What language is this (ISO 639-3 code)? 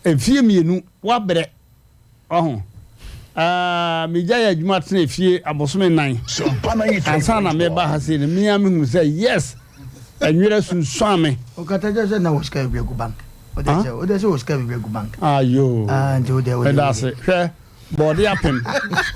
aka